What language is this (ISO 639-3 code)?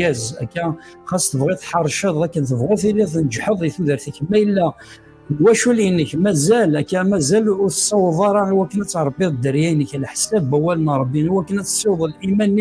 kab